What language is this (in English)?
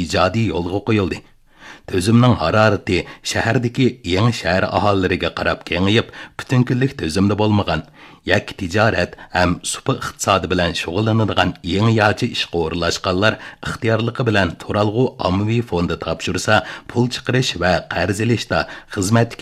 Uyghur